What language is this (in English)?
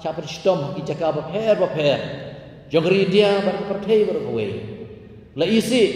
Khasi